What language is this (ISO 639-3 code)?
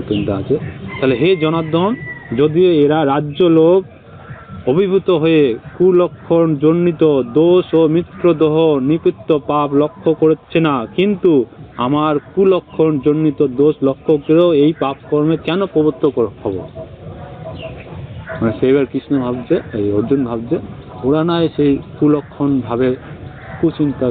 ben